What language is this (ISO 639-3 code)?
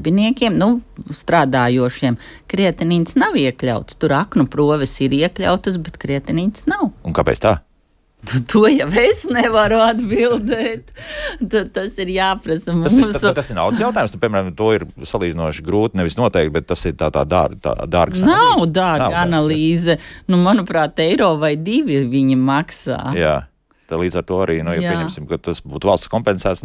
lav